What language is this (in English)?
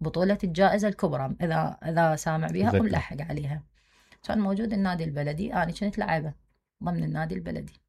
Mesopotamian Arabic